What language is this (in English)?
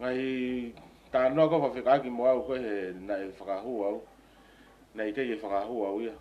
Tongan